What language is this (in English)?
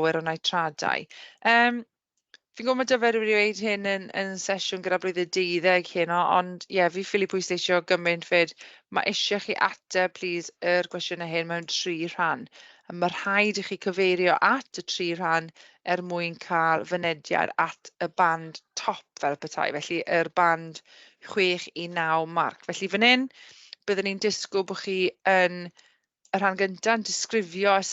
Welsh